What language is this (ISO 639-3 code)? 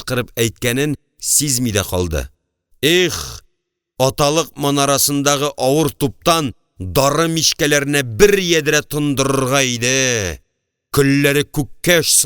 tat